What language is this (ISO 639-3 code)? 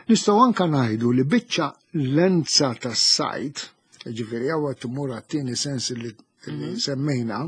mlt